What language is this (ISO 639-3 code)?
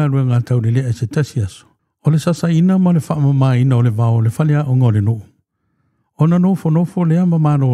smo